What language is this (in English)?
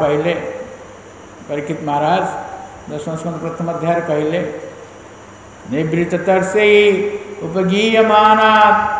Odia